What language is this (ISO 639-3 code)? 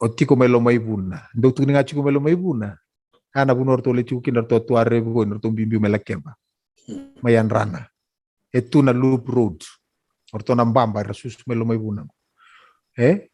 fij